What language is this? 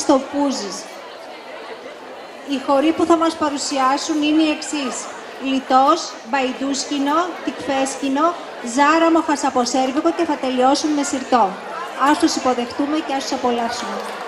Greek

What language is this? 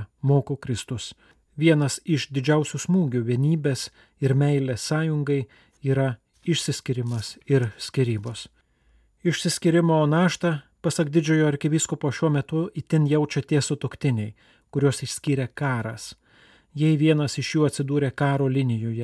Lithuanian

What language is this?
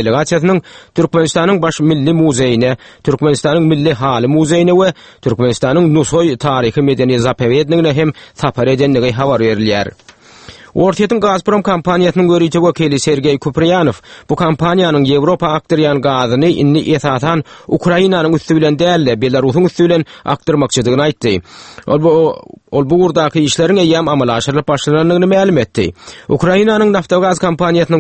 Turkmen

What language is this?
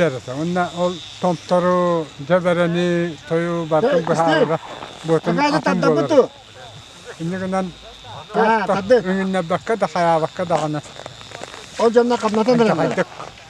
Yakut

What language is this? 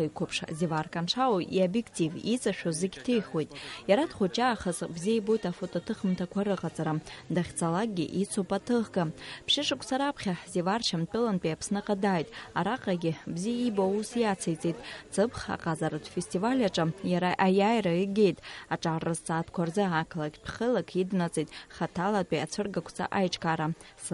Abkhazian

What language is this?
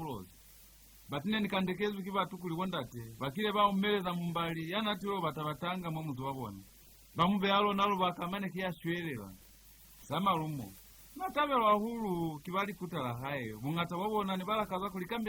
Lozi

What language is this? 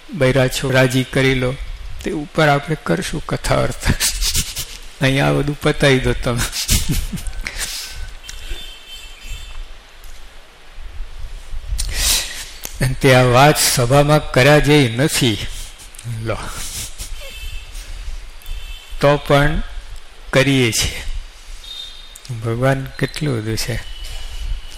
Gujarati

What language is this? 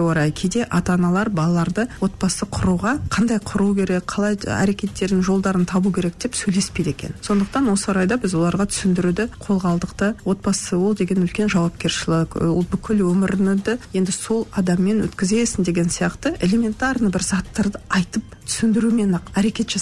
Kazakh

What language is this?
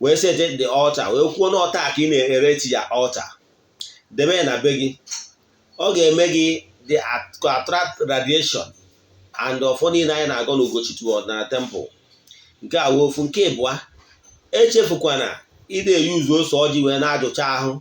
Igbo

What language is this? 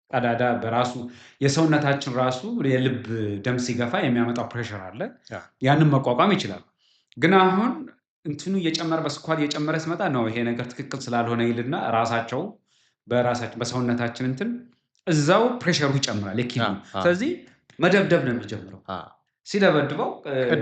Amharic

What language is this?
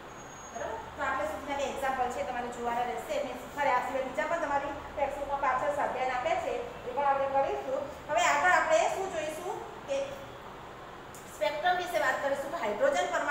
Gujarati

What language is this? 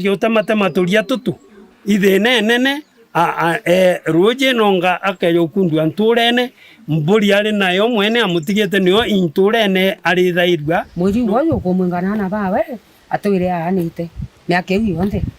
Meru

